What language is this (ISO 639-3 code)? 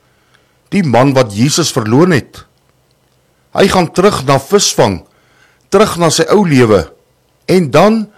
afr